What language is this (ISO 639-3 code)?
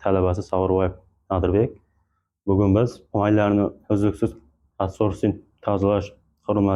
uzb